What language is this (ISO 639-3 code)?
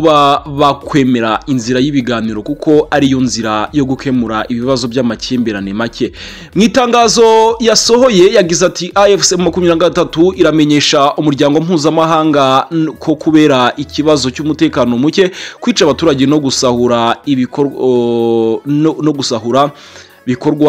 kin